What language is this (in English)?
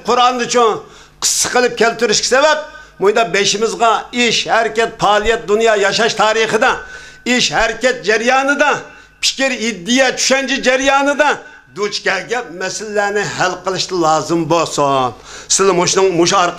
Uyghur